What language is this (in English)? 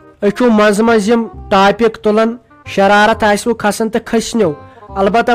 Kashmiri